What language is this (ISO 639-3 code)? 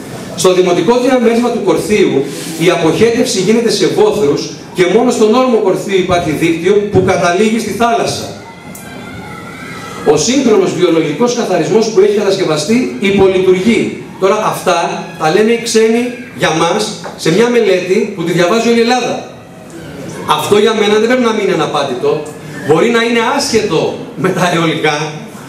ell